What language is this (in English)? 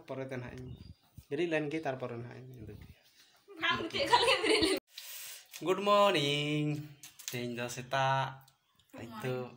Santali